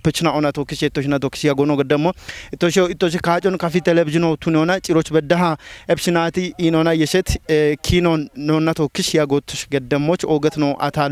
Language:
Kafa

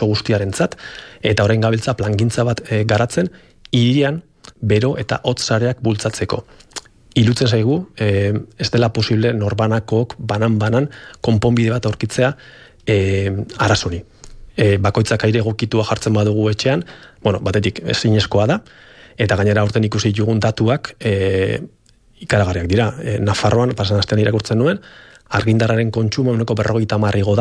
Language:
Basque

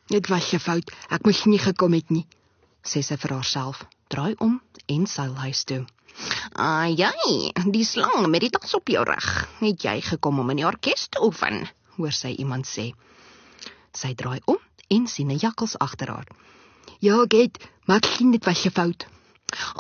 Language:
Afrikaans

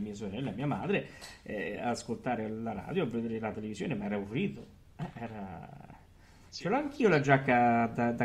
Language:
Italian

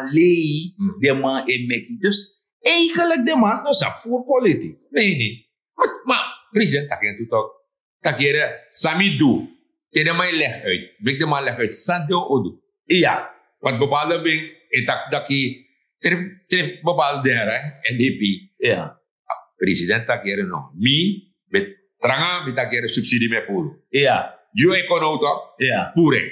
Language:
Sranan Tongo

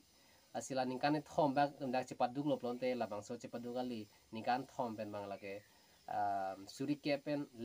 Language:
Karbi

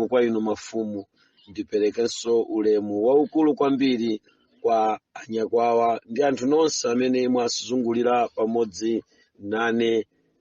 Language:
Nyanja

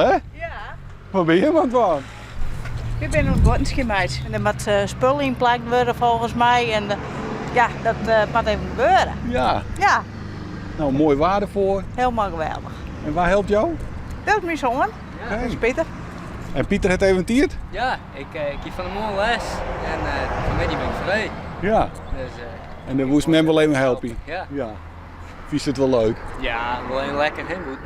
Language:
Western Frisian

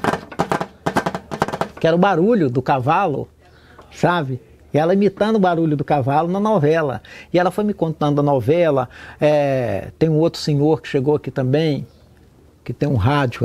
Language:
Portuguese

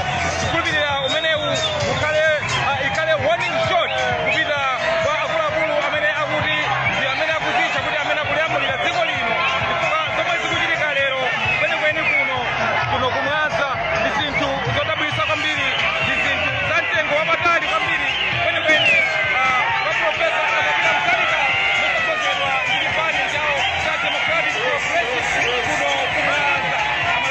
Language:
Nyanja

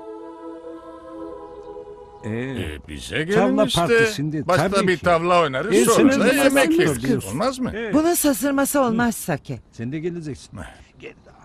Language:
Turkish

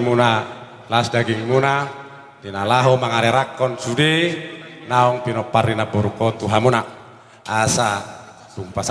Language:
Batak Toba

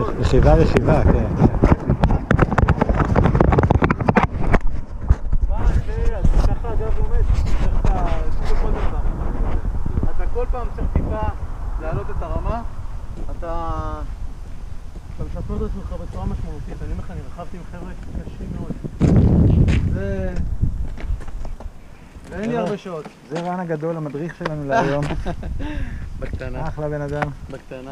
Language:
Hebrew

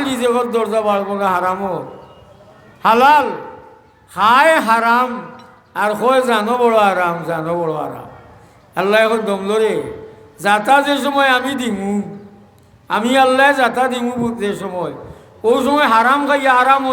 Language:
Sylheti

